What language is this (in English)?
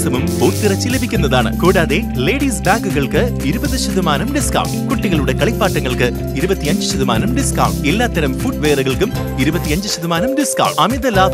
Malayalam